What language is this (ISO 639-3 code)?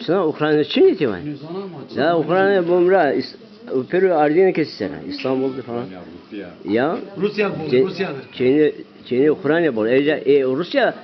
zza